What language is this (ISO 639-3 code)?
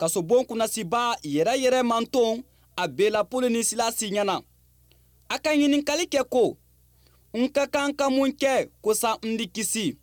bam